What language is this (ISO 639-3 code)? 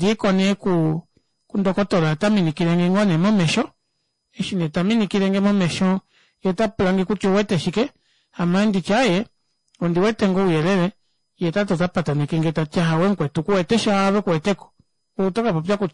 kua